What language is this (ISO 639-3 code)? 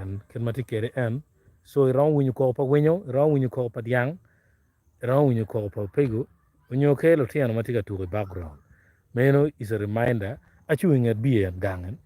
ach